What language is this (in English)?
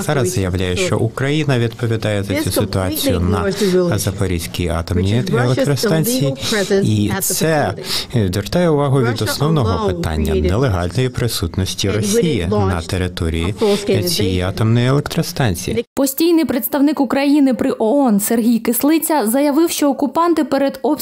Ukrainian